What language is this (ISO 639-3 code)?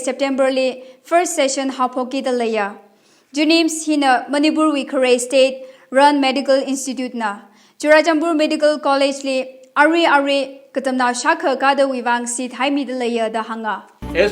nmf